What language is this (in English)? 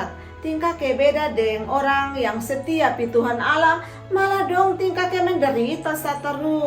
Kupang Malay